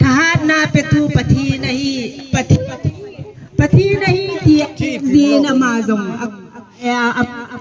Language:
Hmar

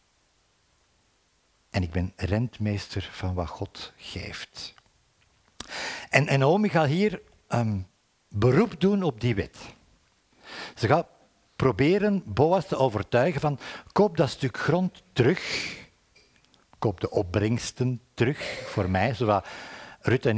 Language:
Dutch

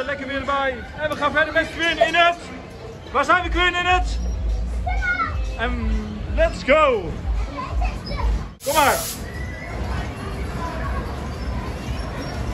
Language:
Dutch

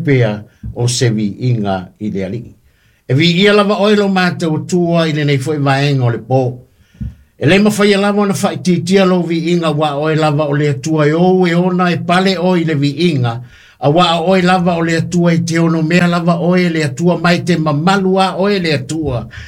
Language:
Samoan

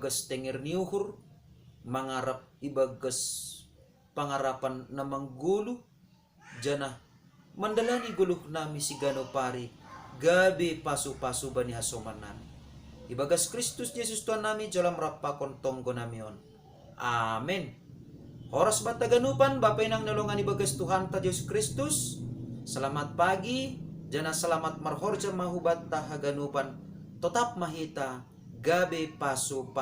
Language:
Batak Simalungun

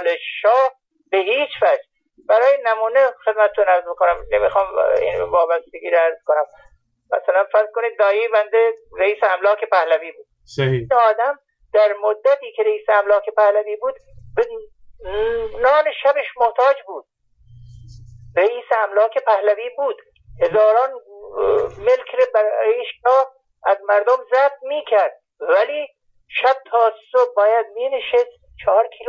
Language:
Persian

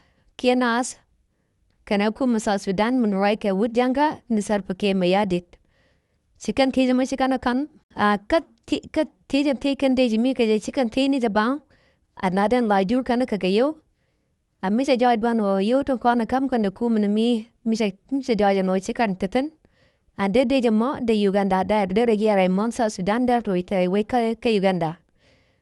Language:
Nuer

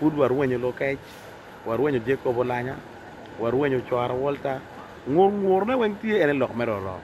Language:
Acoli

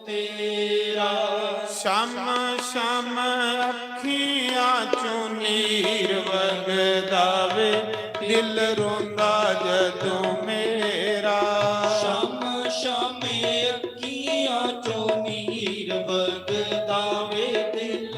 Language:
Dogri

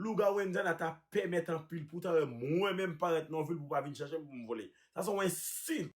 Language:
Haitian Creole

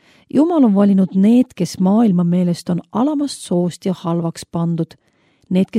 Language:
Estonian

